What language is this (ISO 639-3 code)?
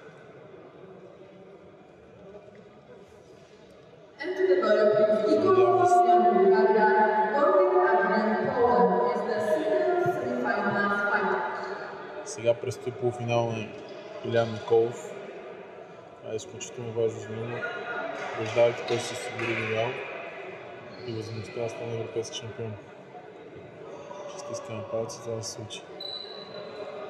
bul